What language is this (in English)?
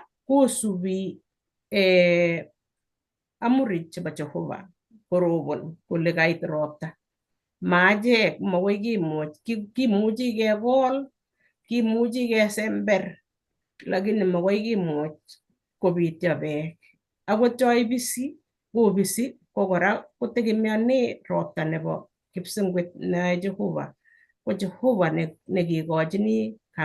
Kalenjin